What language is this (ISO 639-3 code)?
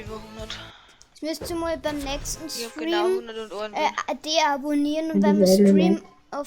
bar